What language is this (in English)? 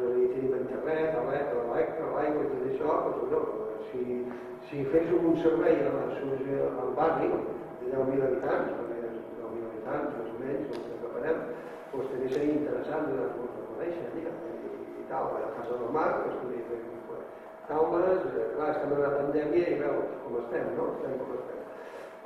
Catalan